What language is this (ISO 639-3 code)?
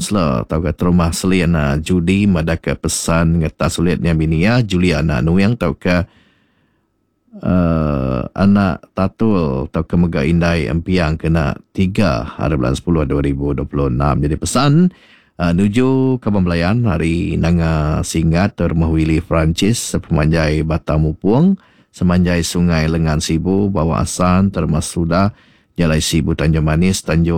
iba